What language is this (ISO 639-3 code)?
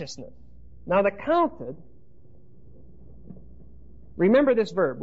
eng